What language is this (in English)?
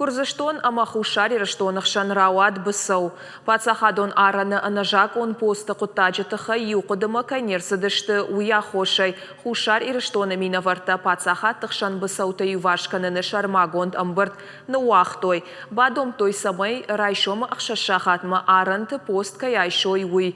Ossetic